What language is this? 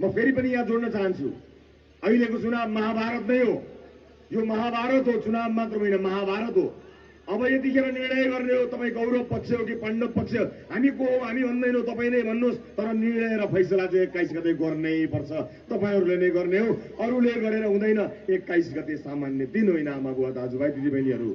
Nepali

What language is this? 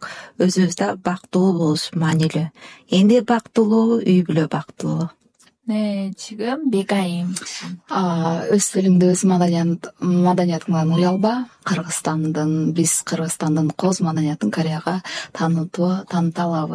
Kyrgyz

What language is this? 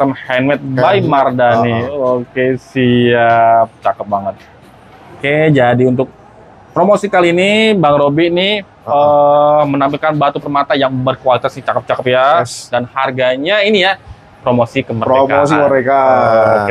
Indonesian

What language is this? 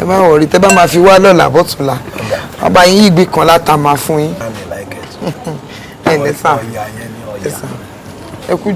Yoruba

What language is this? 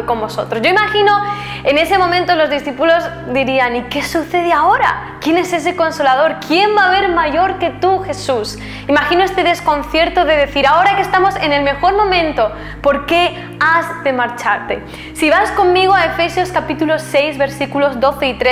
Spanish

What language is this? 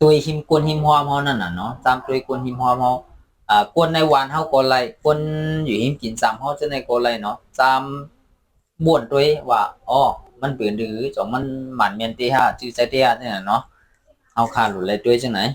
Shan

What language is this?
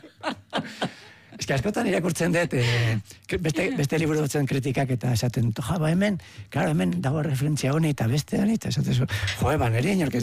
Basque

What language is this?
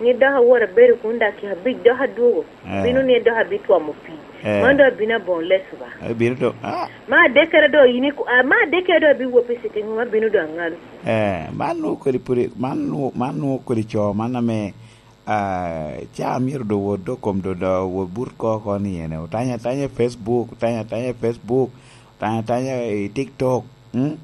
Lango (Uganda)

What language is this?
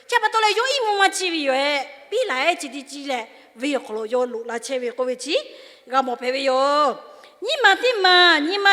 Lahu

